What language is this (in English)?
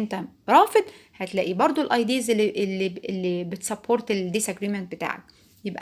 Egyptian Arabic